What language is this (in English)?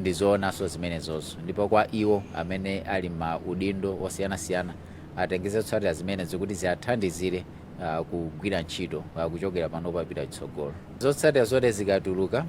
Nyanja